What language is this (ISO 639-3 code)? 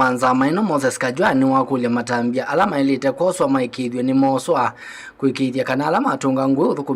kam